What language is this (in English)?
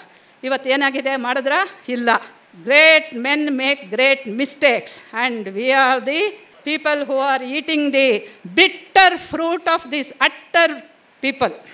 Kannada